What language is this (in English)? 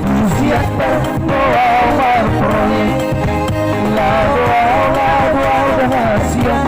Batak Toba